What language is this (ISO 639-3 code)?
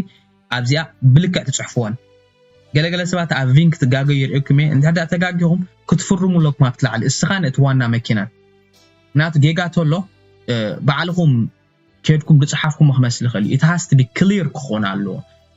tir